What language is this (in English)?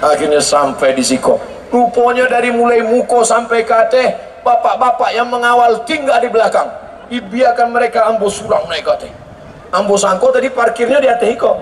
Minangkabau